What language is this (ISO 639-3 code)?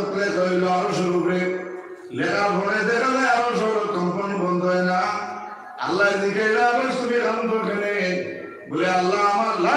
syl